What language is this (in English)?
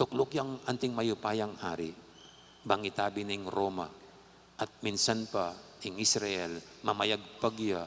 Pampanga